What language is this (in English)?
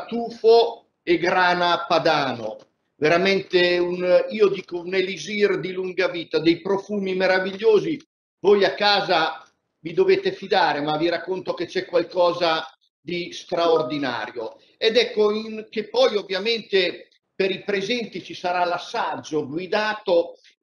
Italian